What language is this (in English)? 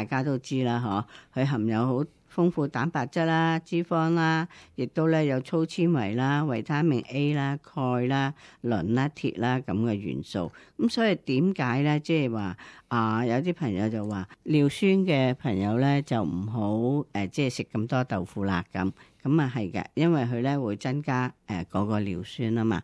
Cantonese